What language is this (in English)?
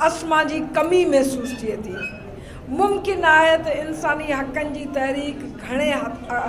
Sindhi